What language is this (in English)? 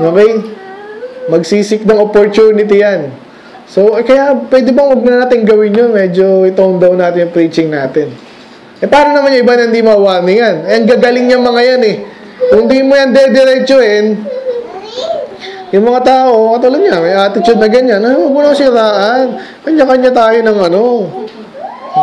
Filipino